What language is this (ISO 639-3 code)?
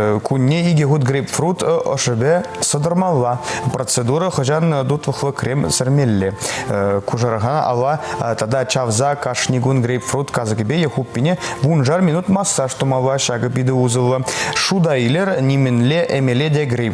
chv